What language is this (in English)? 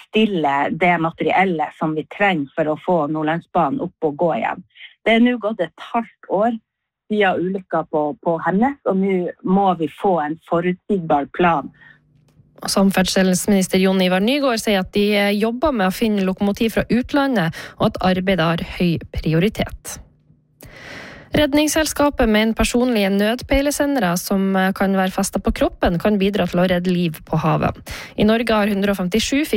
Norwegian